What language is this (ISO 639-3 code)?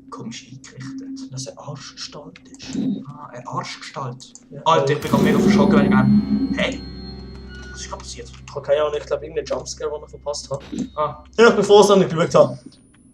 gsw